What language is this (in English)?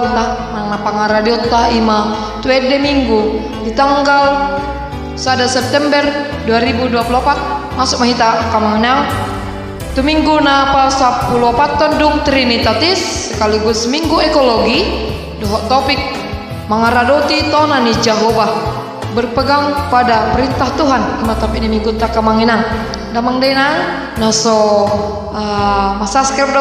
Batak Toba